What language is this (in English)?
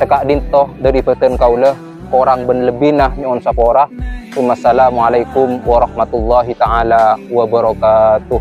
Madurese